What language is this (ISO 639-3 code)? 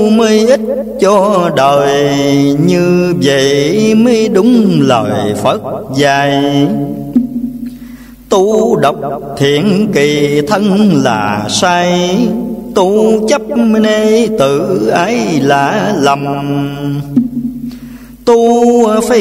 vie